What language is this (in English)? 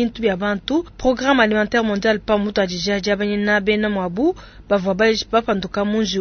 Luba-Lulua